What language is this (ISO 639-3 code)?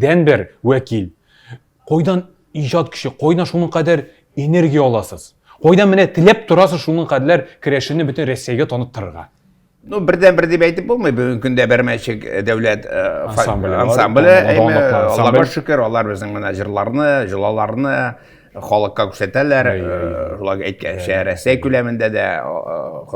tat